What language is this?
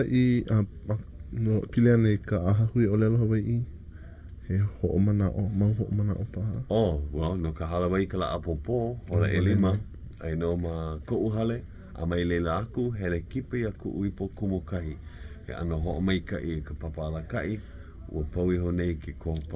Hawaiian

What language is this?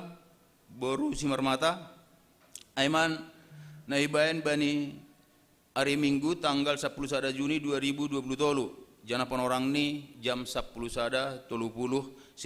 Batak Simalungun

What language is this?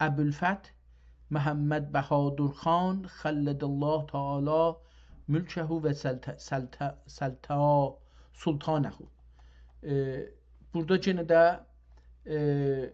South Azerbaijani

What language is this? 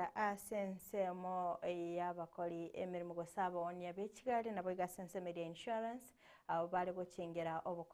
Gusii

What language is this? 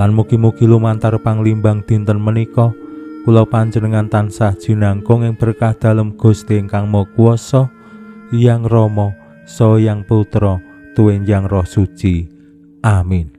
Javanese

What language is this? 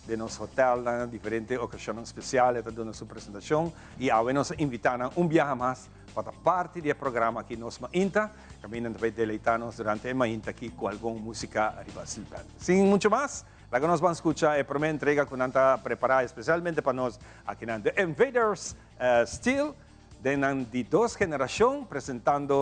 Papiamento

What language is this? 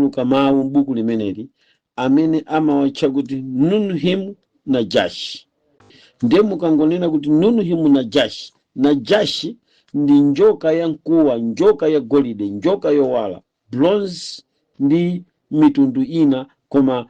Nyanja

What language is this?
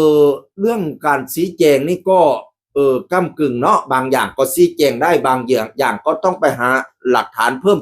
Northeastern Thai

